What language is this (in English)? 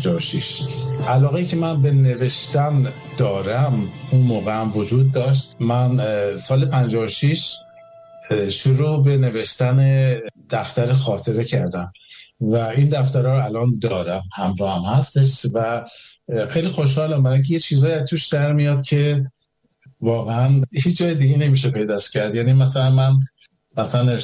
Persian